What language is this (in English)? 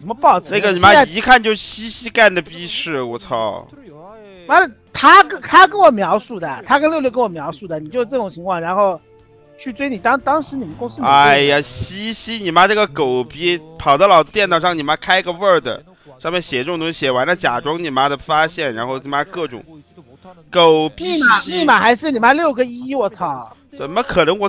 Chinese